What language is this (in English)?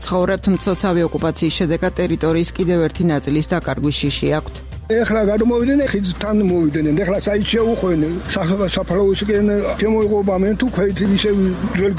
Georgian